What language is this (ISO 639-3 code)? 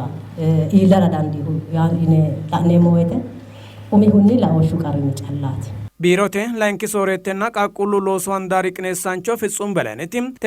sid